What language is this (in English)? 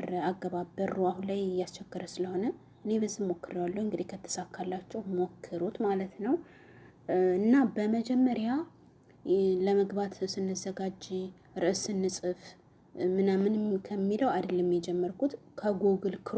Amharic